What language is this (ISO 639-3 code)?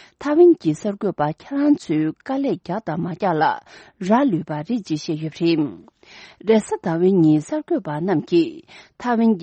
bod